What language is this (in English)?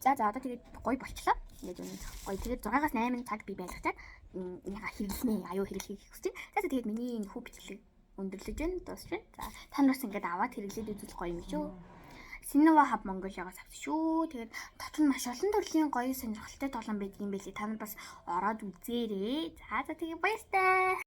Mongolian